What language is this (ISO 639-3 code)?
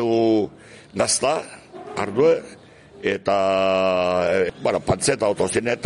eus